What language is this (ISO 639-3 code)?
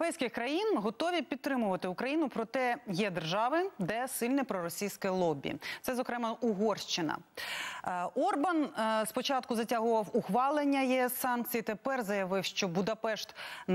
ukr